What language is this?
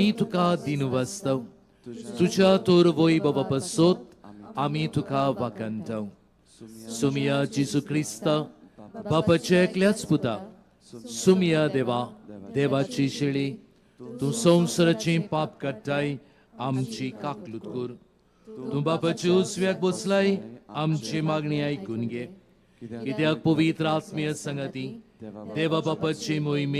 Konkani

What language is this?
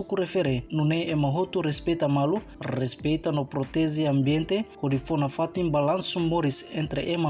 Tetum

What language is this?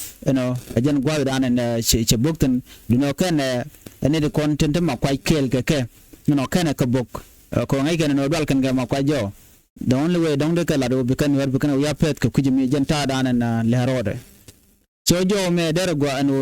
Nuer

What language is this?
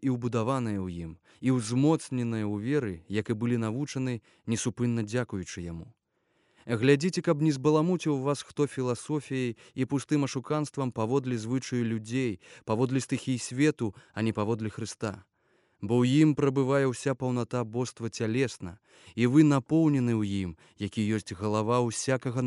Belarusian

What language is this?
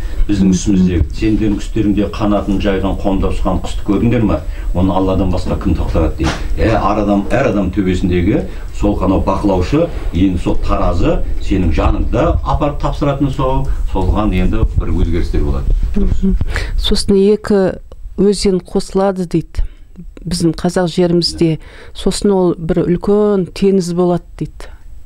Kazakh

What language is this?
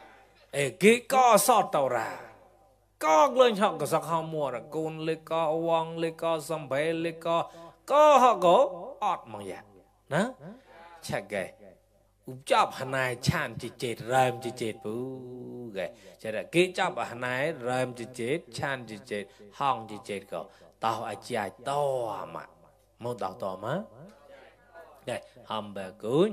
Mon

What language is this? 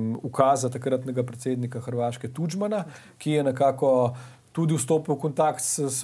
Slovenian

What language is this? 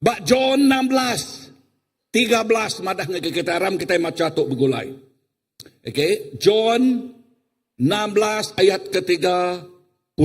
Iban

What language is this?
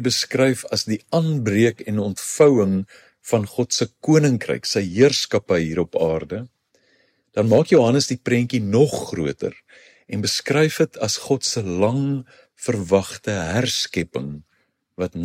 Afrikaans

